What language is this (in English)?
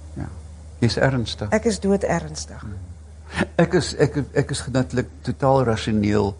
Afrikaans